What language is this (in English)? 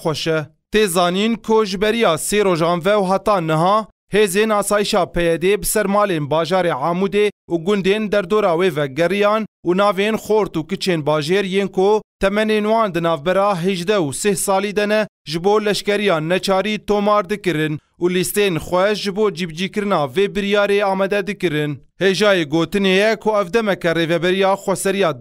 Kurdish